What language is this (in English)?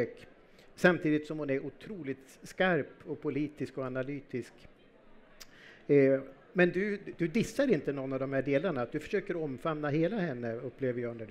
Swedish